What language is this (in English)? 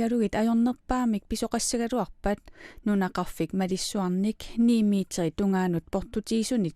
Kalaallisut